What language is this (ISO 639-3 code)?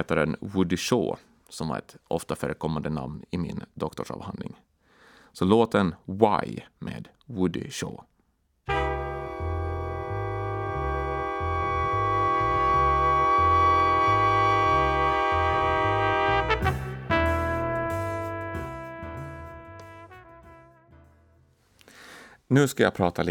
swe